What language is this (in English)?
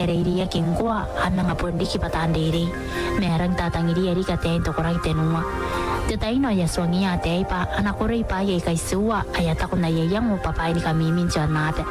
Gilbertese